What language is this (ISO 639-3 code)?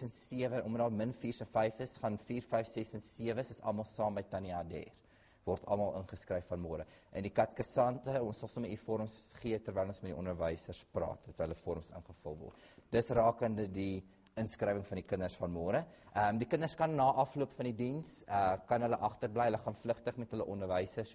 afr